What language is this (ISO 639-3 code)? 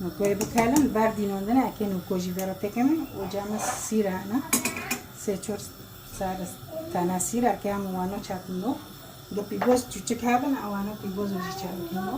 kur